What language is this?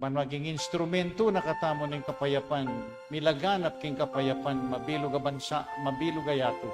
Pampanga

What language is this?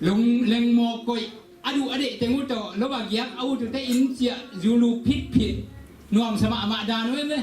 Tedim Chin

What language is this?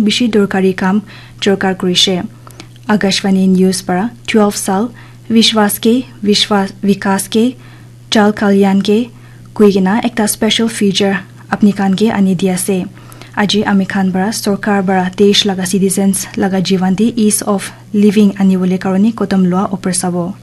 Naga Pidgin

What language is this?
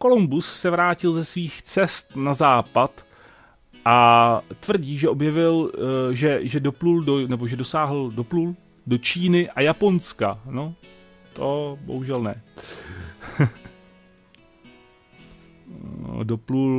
Czech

